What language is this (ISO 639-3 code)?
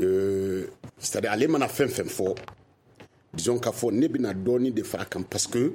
bam